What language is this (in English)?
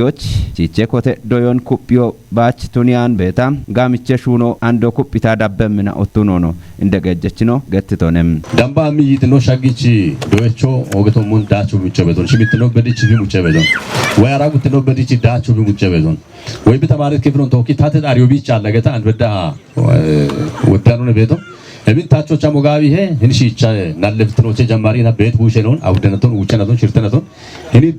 Kafa